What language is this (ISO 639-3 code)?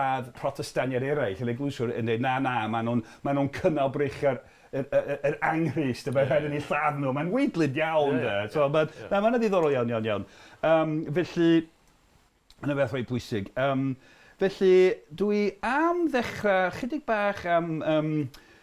cym